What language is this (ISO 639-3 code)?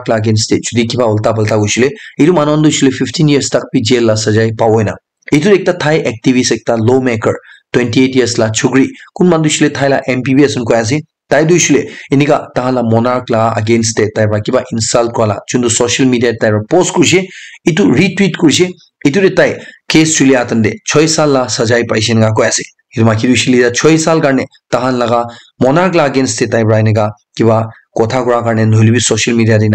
nag